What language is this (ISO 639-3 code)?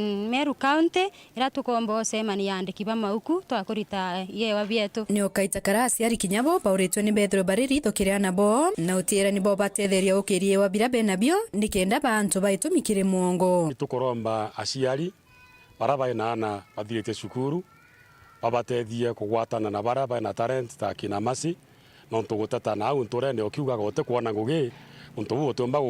mer